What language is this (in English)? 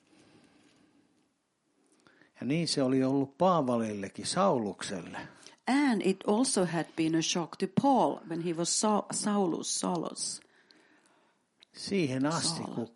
Finnish